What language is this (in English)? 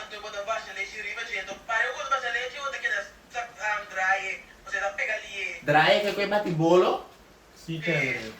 Papiamento